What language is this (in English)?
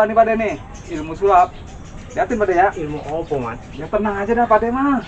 Betawi